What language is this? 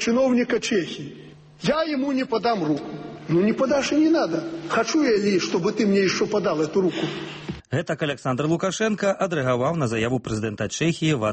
Belarusian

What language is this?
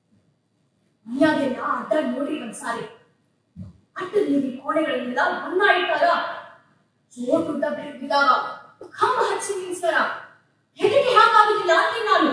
Kannada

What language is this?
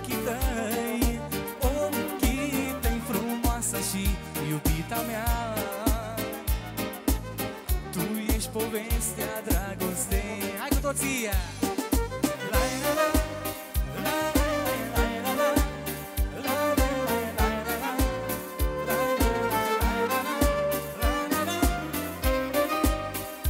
Romanian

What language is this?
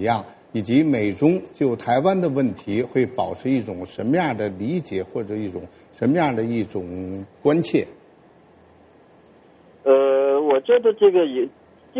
Chinese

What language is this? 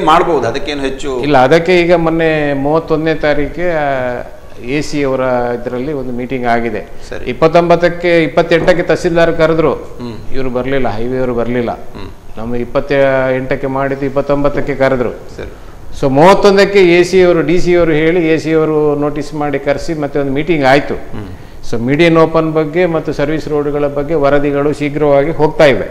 Kannada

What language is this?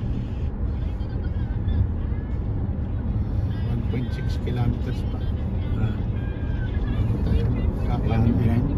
Filipino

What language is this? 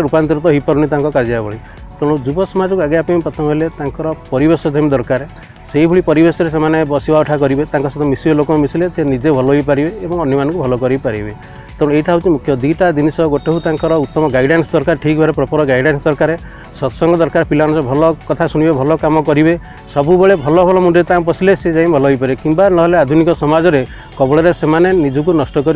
Odia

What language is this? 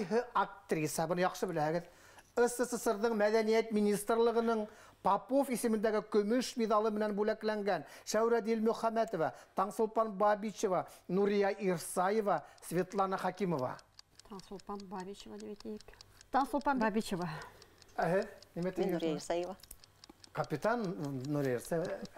Bashkir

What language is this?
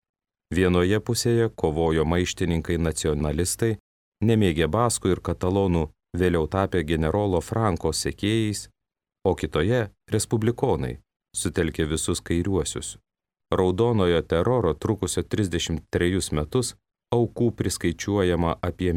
Lithuanian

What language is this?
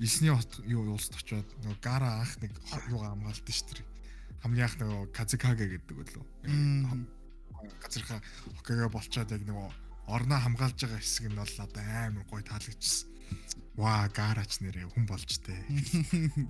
Mongolian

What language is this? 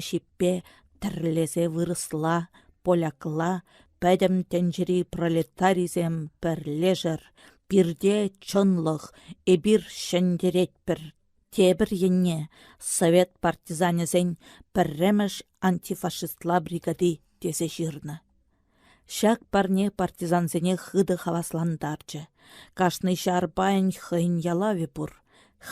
Chuvash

